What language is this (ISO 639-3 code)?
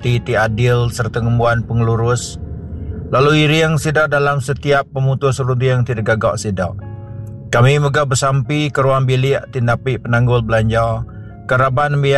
iba